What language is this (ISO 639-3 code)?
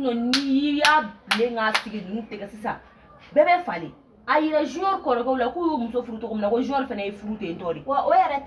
bam